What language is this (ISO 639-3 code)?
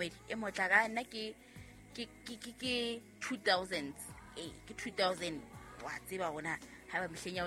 sot